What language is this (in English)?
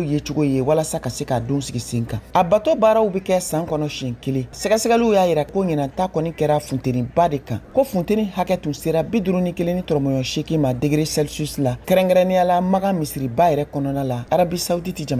Bambara